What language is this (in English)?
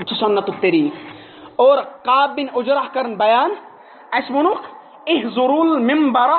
Kashmiri